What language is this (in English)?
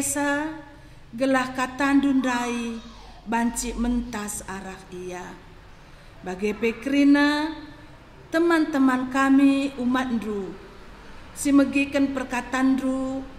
Batak Karo